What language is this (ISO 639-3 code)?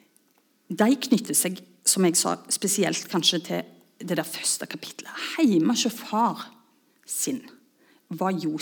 nor